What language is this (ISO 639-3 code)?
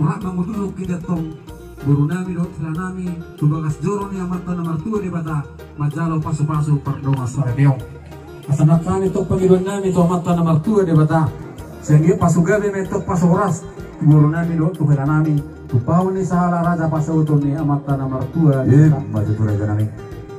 bbc